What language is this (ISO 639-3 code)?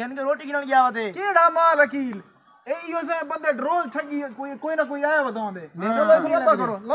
skr